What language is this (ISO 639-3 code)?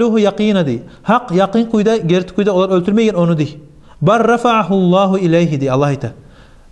kum